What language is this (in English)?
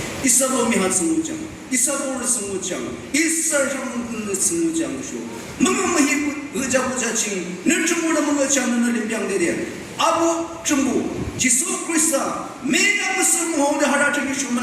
Naga Pidgin